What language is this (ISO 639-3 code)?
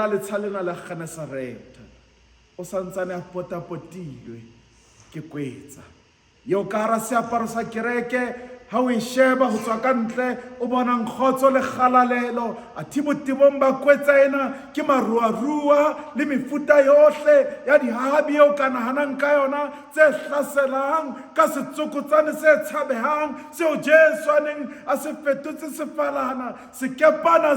sot